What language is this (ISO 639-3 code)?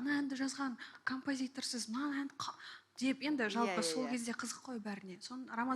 kaz